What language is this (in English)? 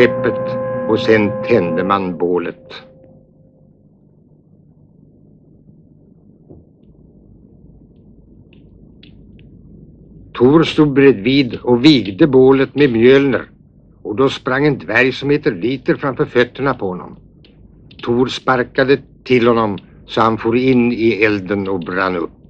Swedish